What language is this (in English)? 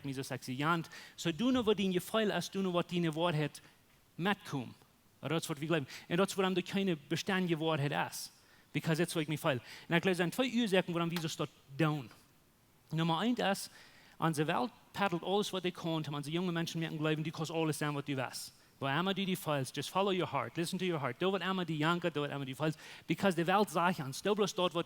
Plautdietsch